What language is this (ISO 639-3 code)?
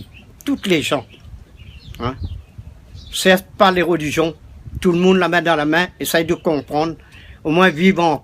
rcf